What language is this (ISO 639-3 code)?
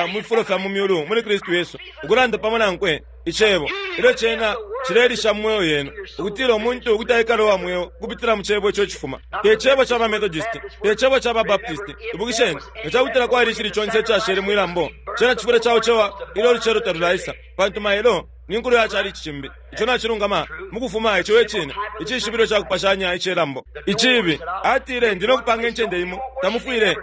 bem